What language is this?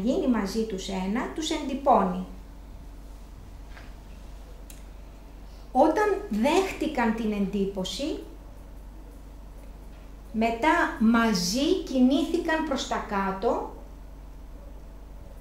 Greek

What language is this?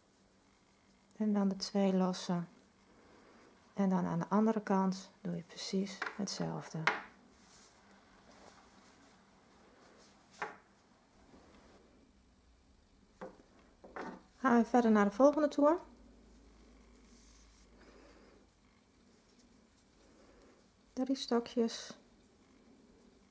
Dutch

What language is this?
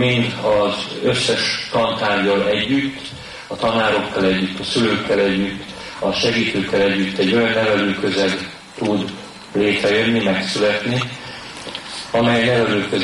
Hungarian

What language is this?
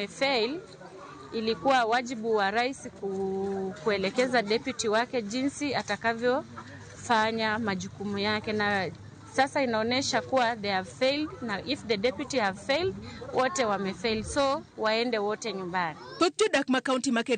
Luo (Kenya and Tanzania)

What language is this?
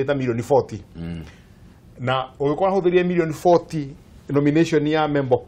Kikuyu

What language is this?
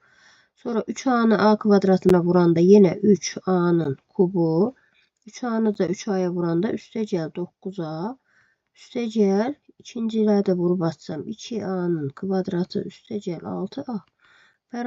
Azerbaijani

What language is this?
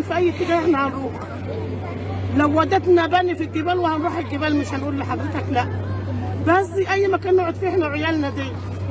Egyptian Arabic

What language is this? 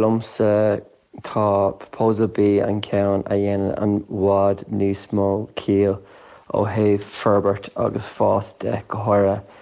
Irish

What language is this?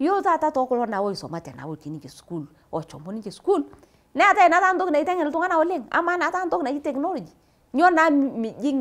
Masai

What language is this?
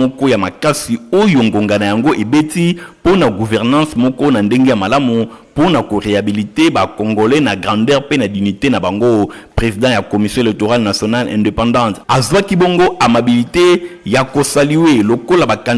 Lingala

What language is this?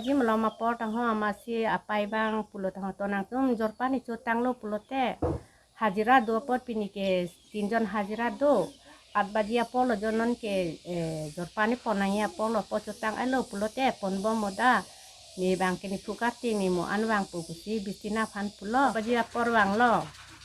Karbi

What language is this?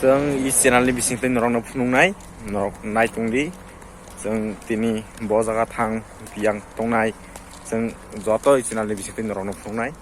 Kok Borok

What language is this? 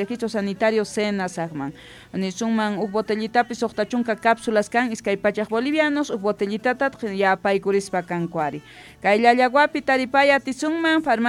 South Bolivian Quechua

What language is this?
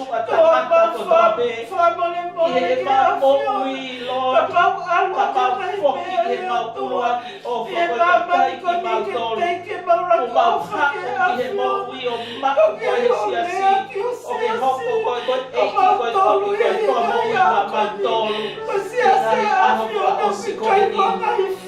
Tongan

